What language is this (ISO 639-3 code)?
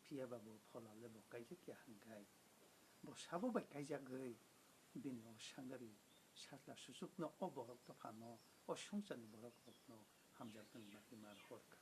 trp